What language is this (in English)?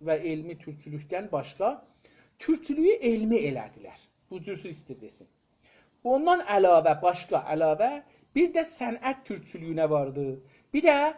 South Azerbaijani